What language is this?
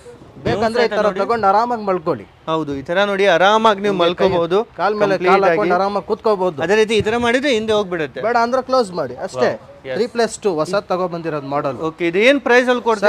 Kannada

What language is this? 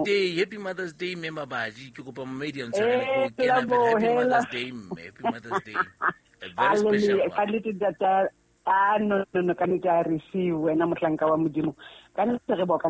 Southern Sotho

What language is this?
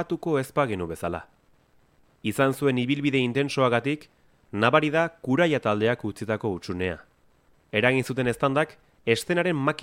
Basque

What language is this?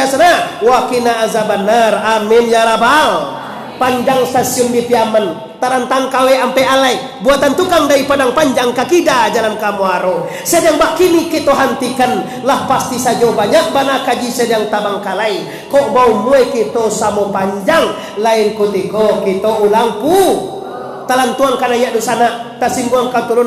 Minangkabau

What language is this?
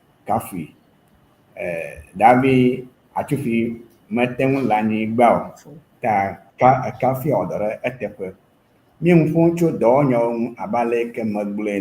Ewe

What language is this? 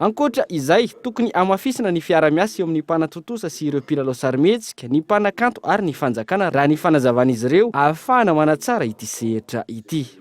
Malagasy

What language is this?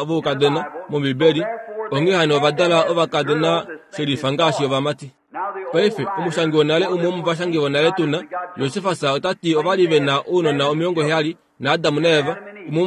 Kuanyama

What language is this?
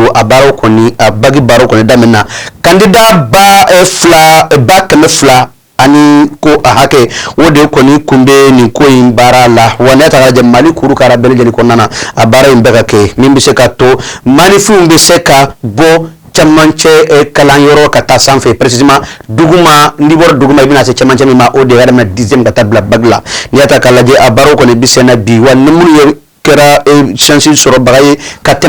Bambara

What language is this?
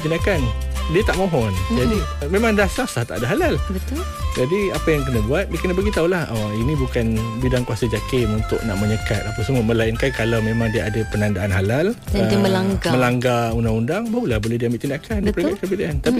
Malay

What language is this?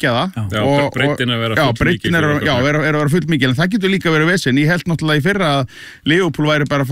Icelandic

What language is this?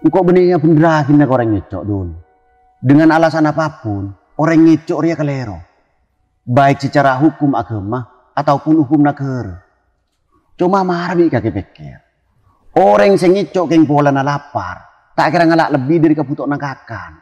Madurese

